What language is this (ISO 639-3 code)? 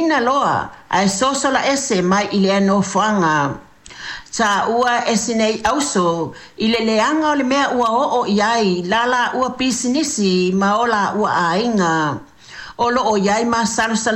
smo